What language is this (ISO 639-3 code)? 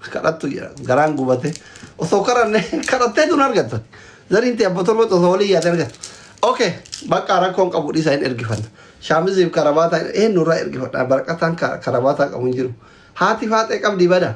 orm